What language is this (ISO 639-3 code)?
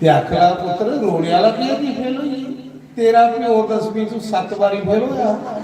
doi